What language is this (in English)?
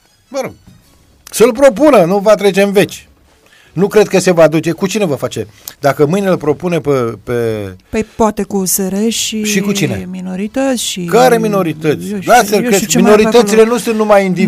Romanian